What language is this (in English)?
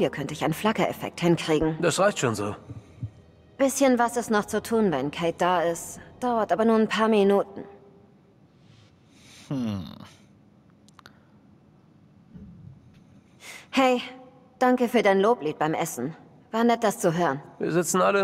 German